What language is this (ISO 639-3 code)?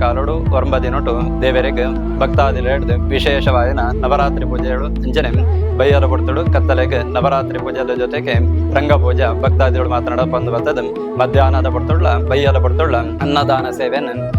tcy